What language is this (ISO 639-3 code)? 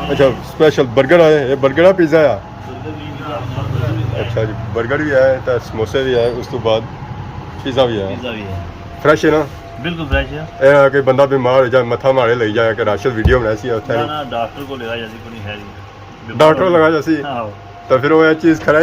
phr